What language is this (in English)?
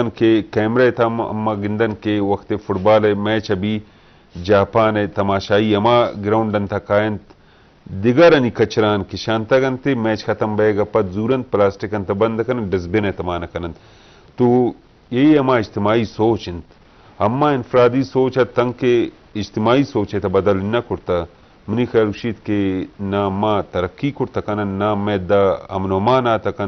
Eastern Balochi